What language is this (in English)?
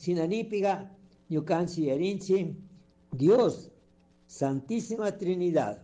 Chimborazo Highland Quichua